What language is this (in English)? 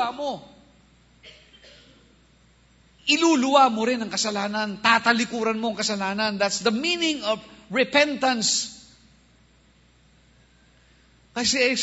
Filipino